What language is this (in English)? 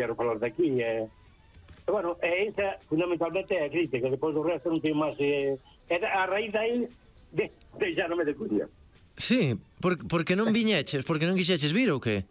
Galician